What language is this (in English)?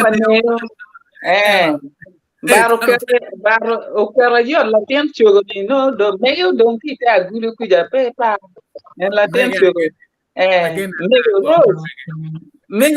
Acoli